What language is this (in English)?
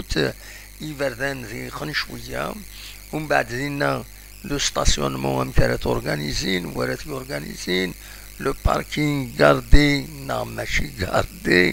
Kabyle